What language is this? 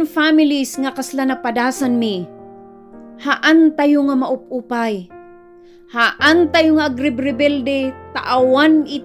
Iloko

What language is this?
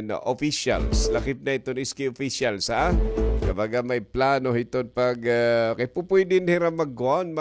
Waray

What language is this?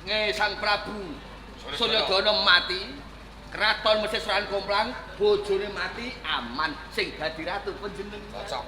Javanese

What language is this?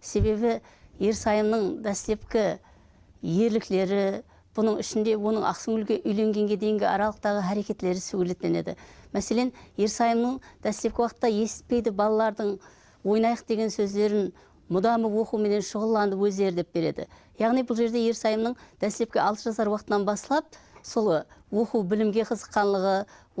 Kara-Kalpak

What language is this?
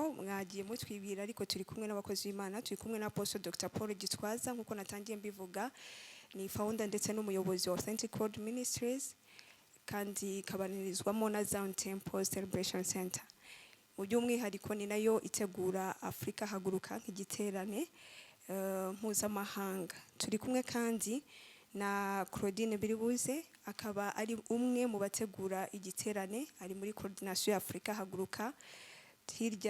Kinyarwanda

